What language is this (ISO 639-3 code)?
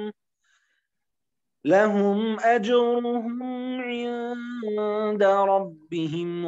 ara